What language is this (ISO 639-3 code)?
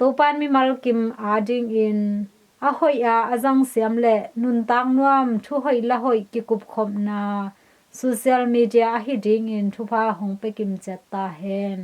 ctd